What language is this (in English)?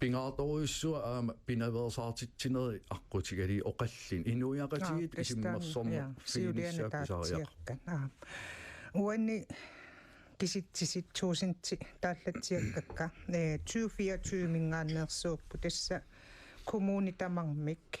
Kalaallisut